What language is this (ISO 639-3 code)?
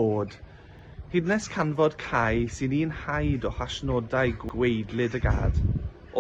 cym